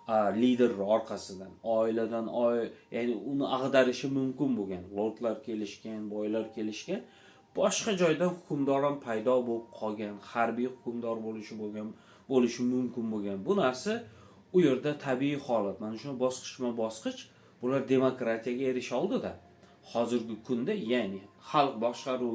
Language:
Uzbek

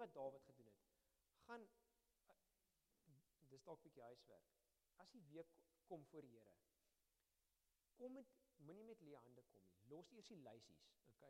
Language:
Afrikaans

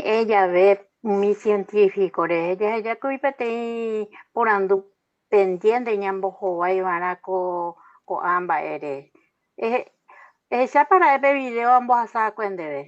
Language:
Guarani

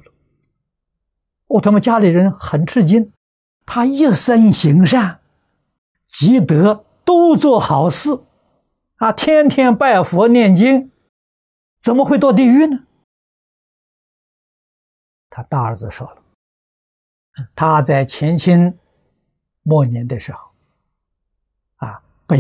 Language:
Chinese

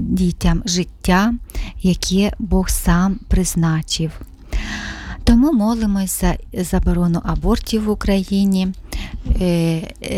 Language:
Ukrainian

